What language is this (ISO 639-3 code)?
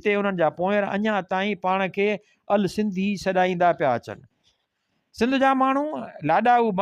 snd